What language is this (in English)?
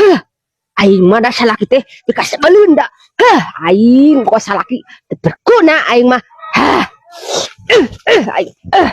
Sundanese